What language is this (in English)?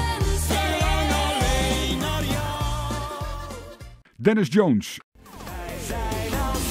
Dutch